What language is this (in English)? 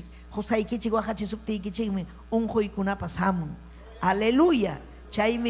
Ayacucho Quechua